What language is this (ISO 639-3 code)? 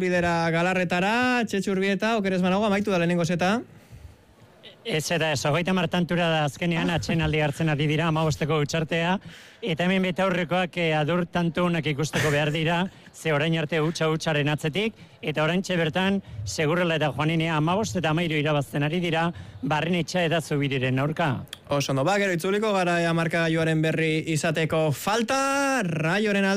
eus